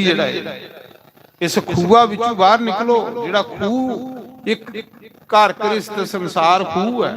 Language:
Dogri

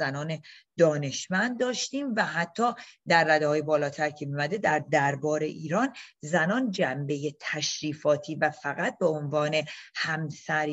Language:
Persian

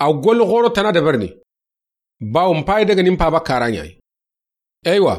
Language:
Soninke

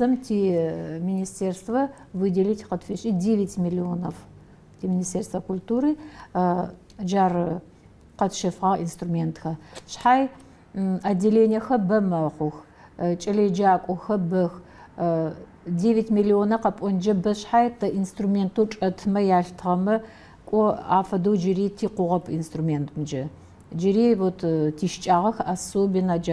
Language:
Adyghe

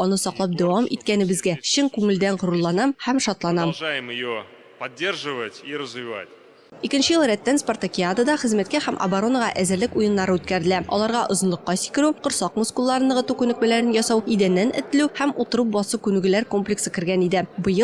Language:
Tatar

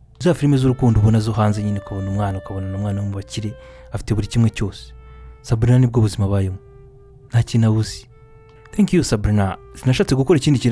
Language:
Kinyarwanda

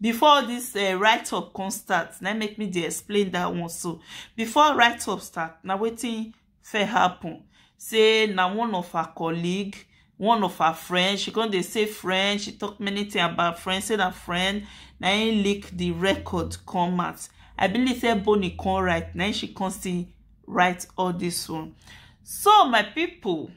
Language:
Nigerian Pidgin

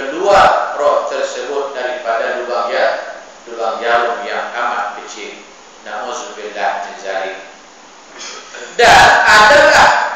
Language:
Malay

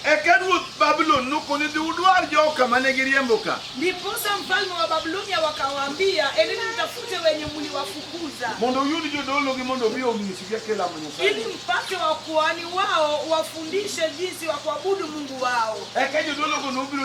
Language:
Luo (Kenya and Tanzania)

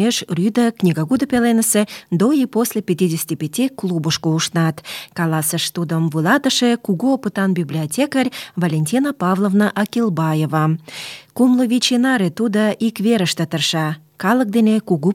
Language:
Mari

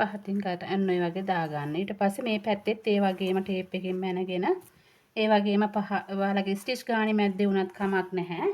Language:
Sinhala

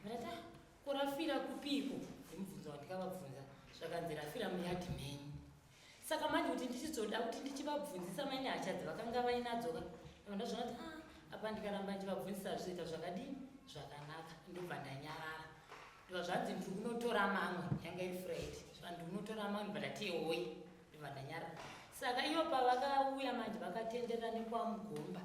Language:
Shona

